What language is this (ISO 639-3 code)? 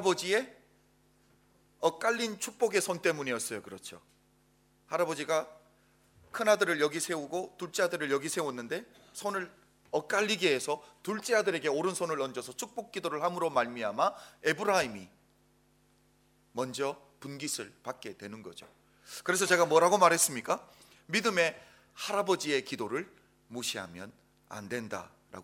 kor